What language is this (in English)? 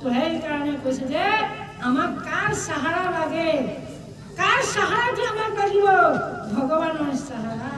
Assamese